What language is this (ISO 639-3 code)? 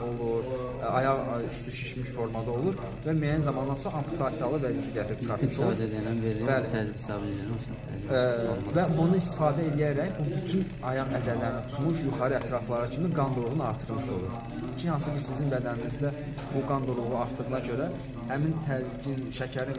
aze